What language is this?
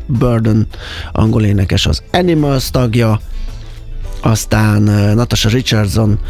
Hungarian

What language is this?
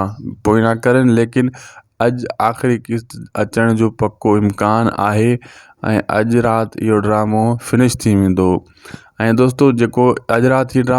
Sindhi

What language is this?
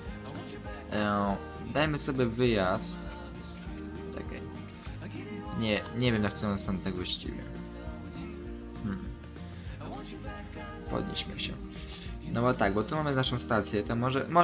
Polish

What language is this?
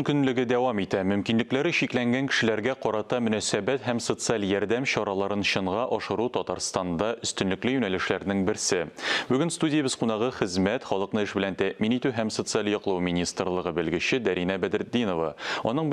Tatar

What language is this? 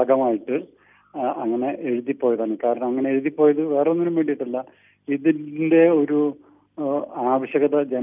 Malayalam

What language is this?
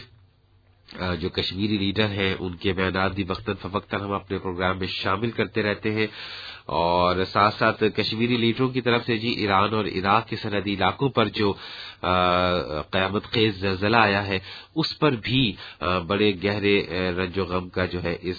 Urdu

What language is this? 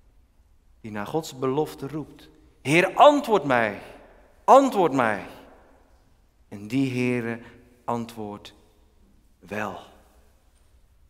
Dutch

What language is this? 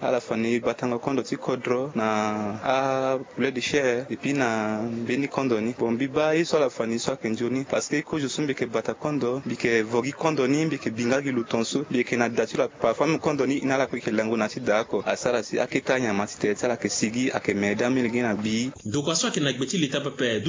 Sango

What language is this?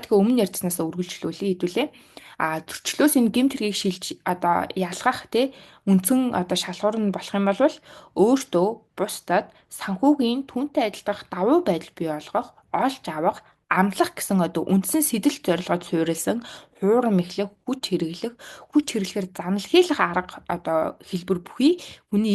Mongolian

